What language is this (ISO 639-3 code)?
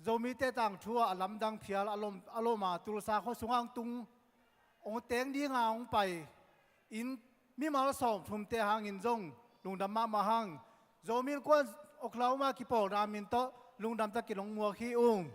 ctd